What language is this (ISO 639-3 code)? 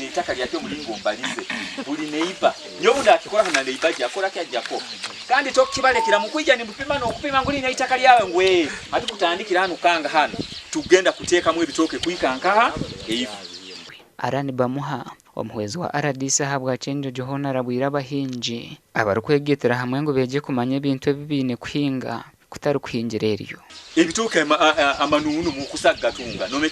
nyn